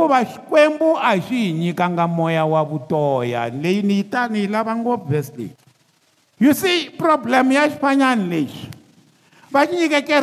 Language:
Tsonga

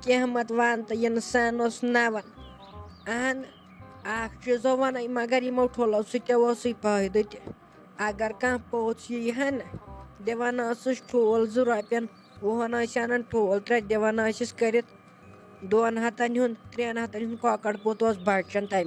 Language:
Kashmiri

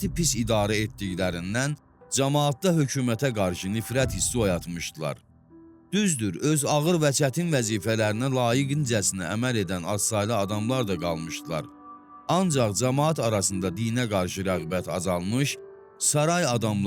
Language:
Azerbaijani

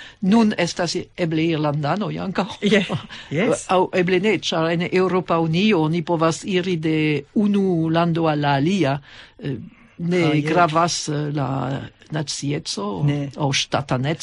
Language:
Esperanto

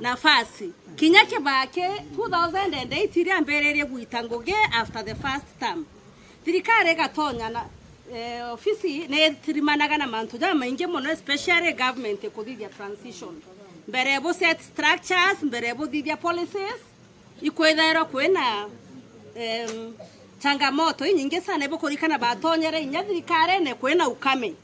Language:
Meru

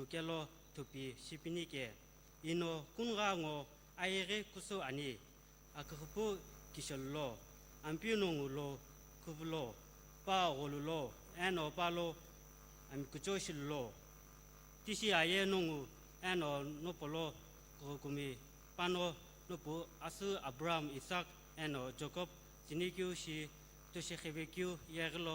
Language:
Sumi Naga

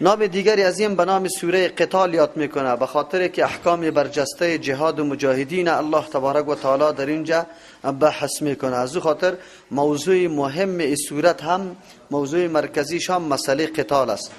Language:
Persian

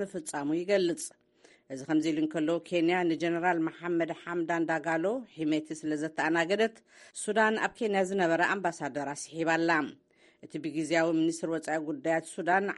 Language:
Tigrinya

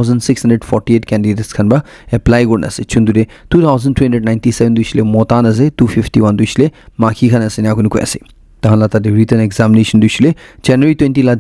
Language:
Naga Pidgin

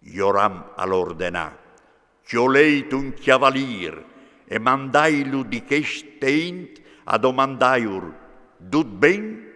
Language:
Friulian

